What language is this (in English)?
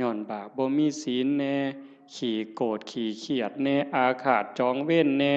Northeastern Thai